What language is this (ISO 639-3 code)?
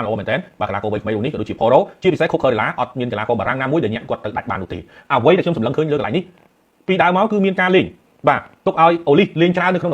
khm